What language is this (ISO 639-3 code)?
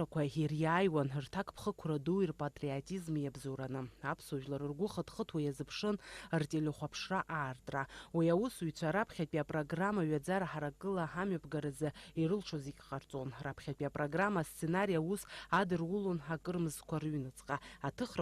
abk